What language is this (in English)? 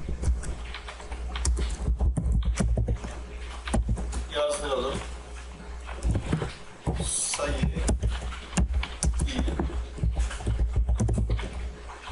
Turkish